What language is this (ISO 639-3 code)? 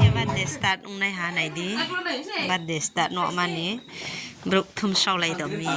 ria